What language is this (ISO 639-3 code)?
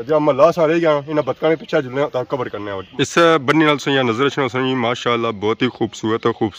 phr